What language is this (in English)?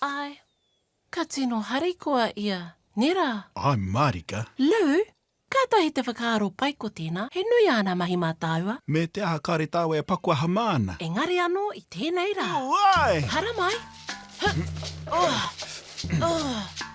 Māori